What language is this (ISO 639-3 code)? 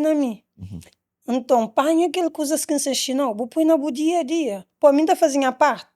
kea